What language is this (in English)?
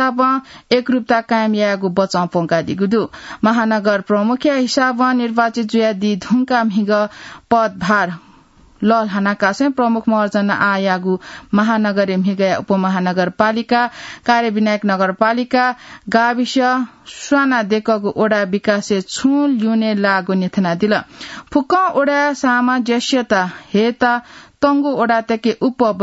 Newari